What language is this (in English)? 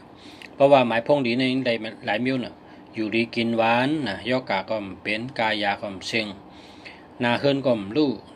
Shan